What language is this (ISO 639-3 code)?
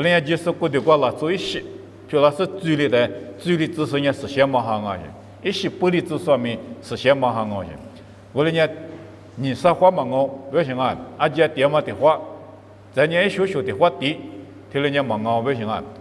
lis